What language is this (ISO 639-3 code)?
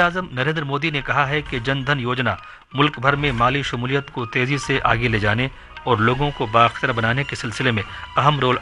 urd